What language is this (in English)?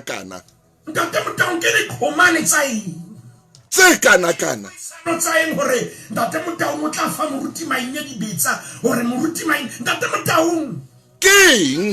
Southern Sotho